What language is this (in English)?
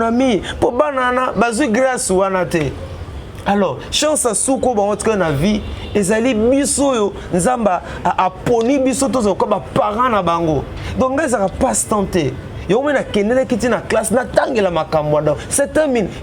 Lingala